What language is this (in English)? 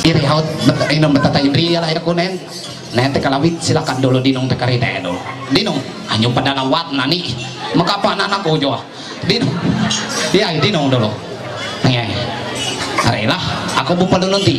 Ma'anyan